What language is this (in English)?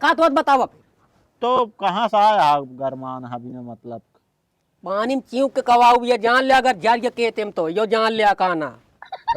Awadhi